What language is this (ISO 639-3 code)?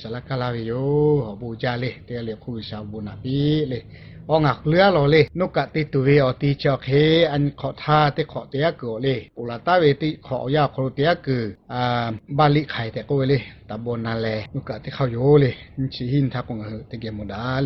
lhu